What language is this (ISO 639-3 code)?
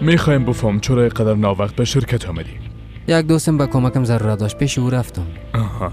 fas